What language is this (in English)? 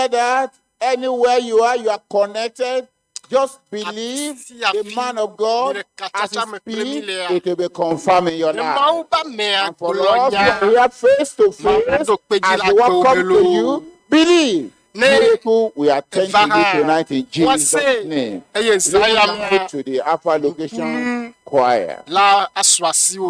Ewe